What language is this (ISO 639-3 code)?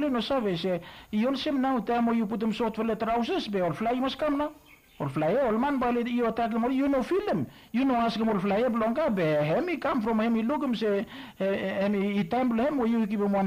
bis